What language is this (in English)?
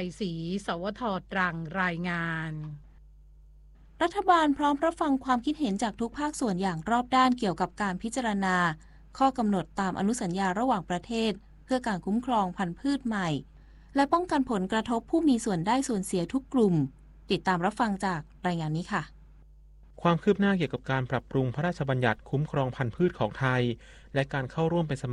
Thai